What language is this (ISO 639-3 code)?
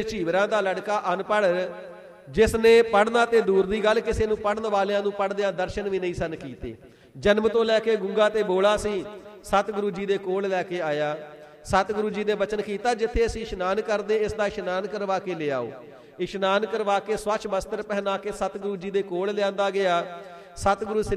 pan